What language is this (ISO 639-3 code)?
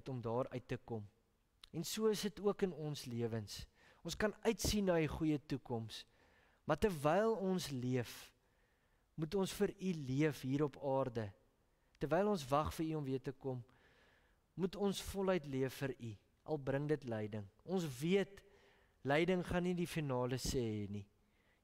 afr